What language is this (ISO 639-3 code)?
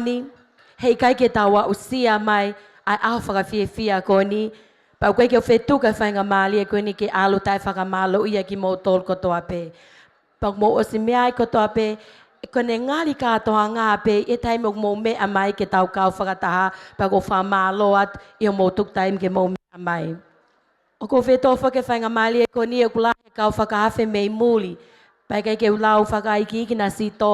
ton